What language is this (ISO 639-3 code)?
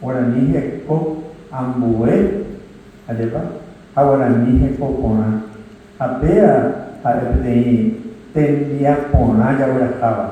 grn